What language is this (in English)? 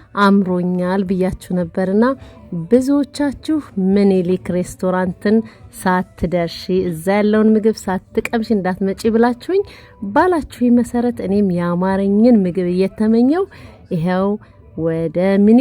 Amharic